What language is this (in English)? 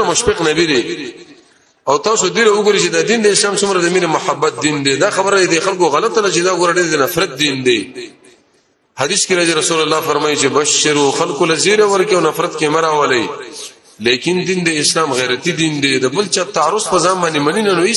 Pashto